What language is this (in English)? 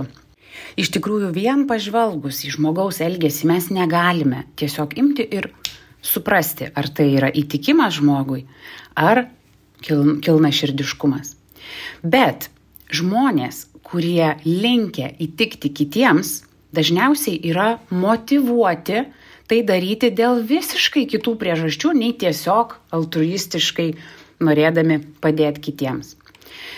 Lithuanian